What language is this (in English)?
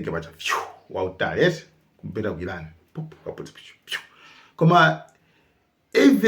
Nyanja